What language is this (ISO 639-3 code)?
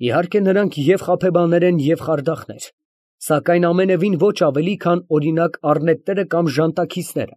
hye